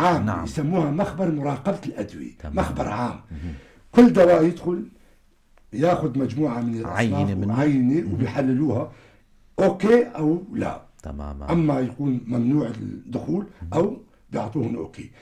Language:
North Levantine Arabic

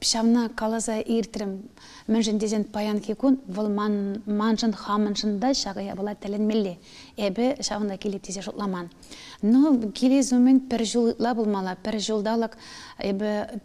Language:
Chuvash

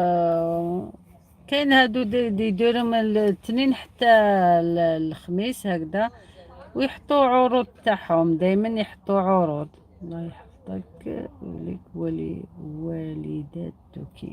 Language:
Algerian Arabic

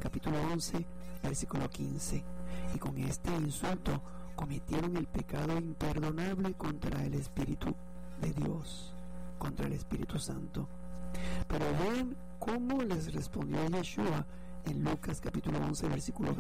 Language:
Spanish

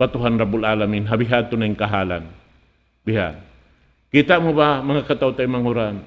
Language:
Tausug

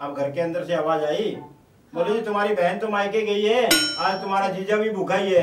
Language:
Haryanvi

